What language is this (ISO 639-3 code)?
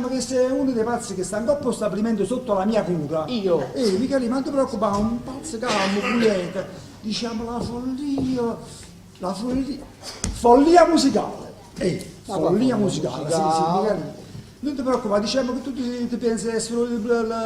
nap